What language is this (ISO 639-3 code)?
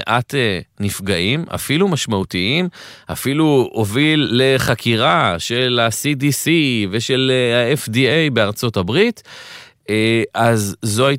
heb